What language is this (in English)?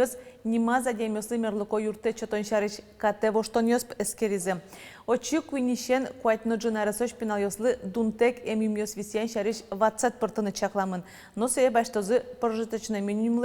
Udmurt